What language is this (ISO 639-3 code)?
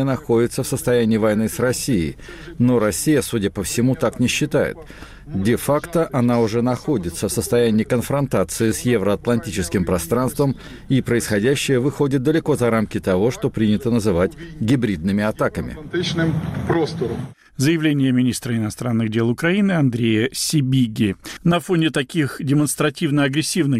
rus